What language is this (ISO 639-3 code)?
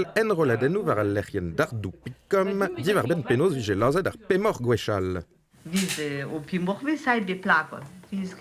bre